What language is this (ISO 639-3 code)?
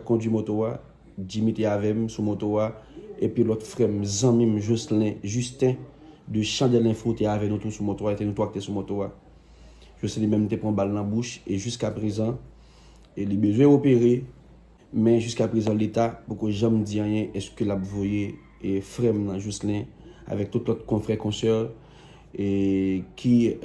hat